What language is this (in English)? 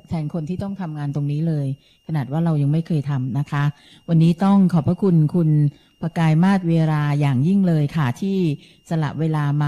Thai